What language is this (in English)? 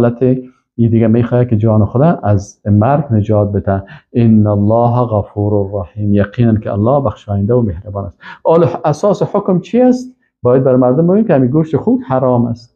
Persian